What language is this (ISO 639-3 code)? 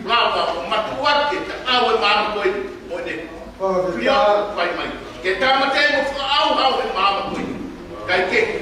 ton